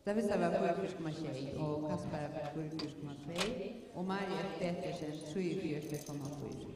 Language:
Faroese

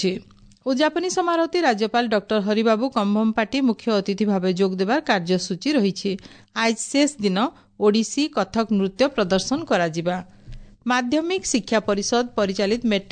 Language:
Odia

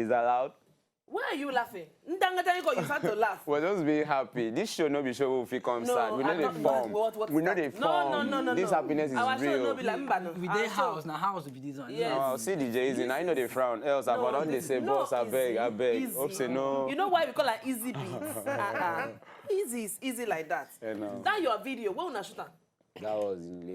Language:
Nigerian Pidgin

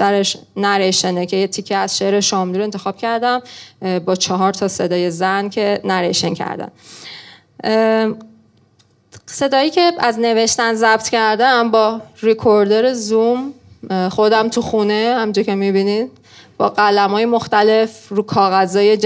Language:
Persian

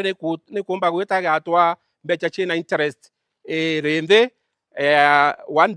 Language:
Meru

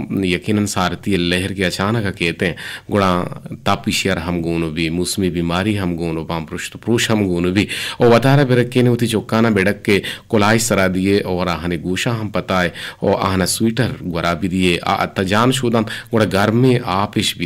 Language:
Eastern Balochi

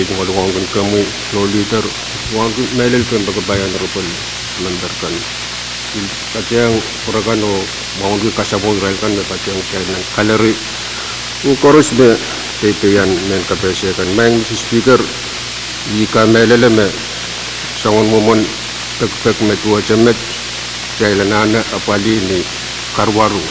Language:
Pohnpeian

